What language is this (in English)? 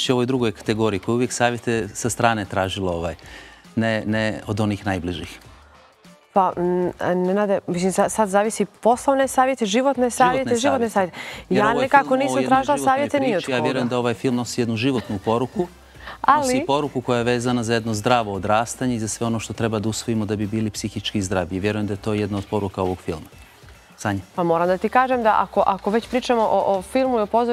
Bosnian